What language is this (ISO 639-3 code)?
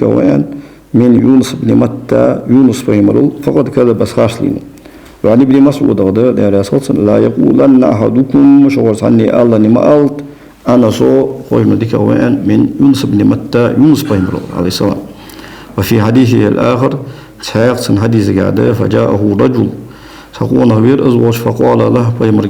inh